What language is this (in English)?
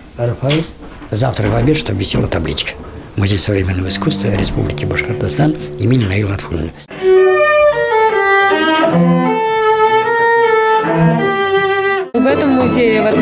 Russian